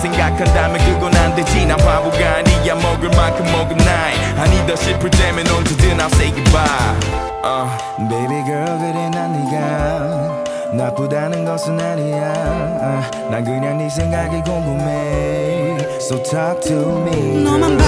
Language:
Korean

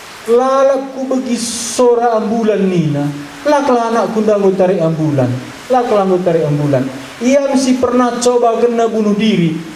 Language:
Batak Karo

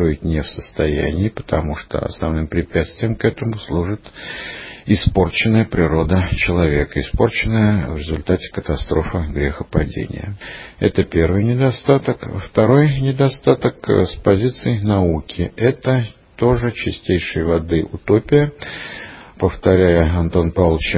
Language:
Russian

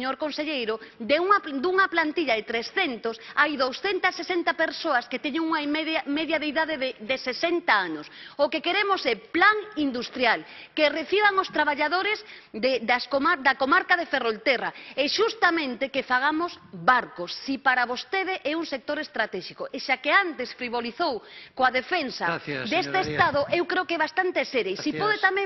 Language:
Galician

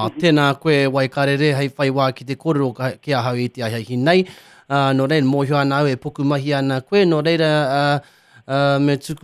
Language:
Māori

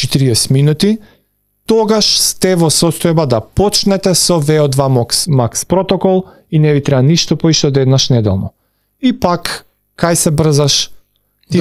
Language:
Macedonian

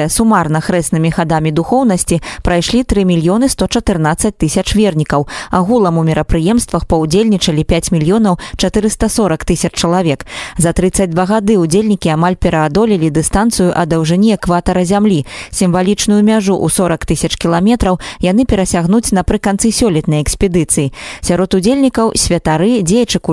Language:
Belarusian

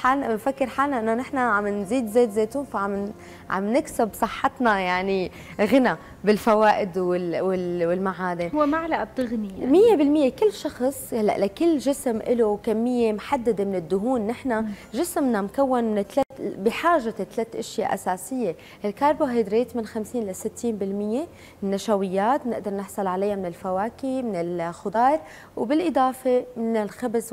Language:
North Levantine Arabic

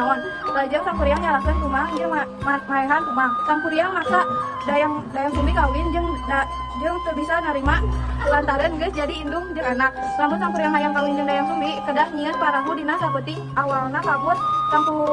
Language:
Sundanese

